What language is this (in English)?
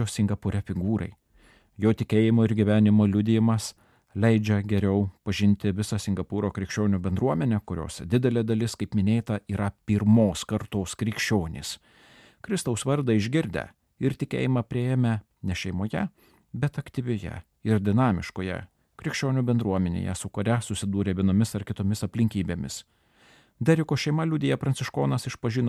Lithuanian